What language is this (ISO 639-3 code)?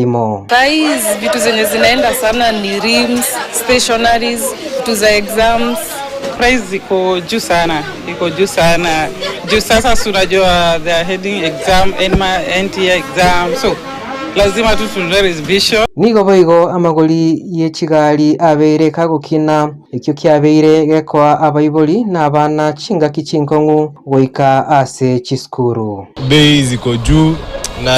guz